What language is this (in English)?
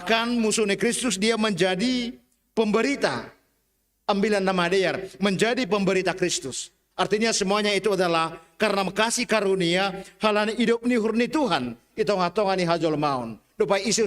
Batak Simalungun